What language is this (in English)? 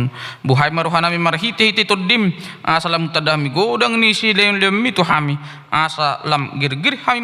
Batak Toba